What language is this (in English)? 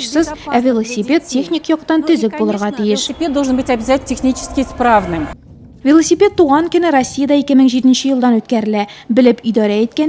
Tatar